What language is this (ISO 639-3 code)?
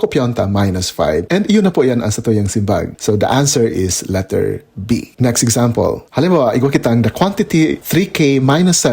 bik